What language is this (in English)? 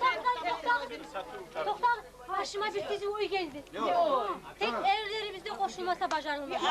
Kumyk